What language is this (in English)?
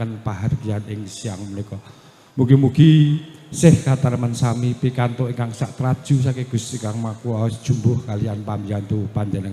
Javanese